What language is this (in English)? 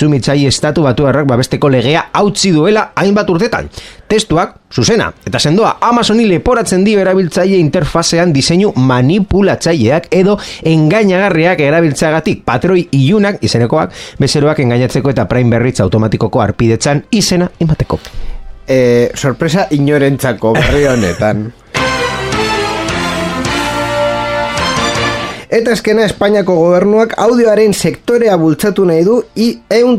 Basque